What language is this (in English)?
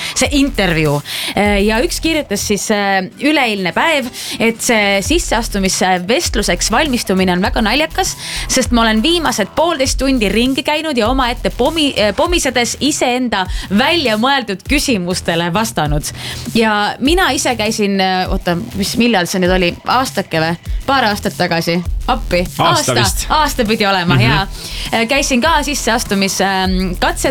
Estonian